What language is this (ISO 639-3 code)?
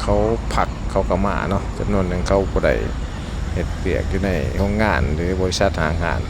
lao